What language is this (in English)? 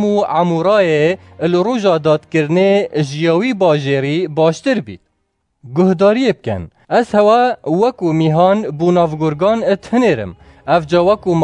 Kurdish